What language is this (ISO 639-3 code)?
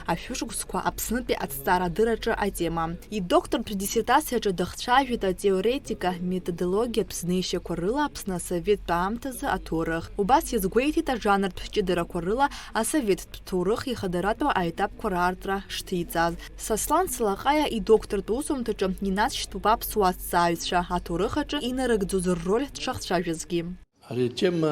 abk